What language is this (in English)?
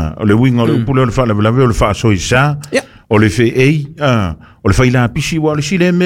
Samoan